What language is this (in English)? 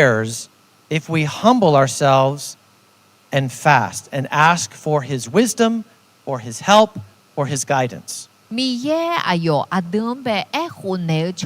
Akha